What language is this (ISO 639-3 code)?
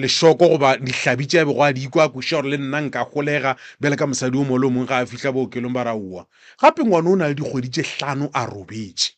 nso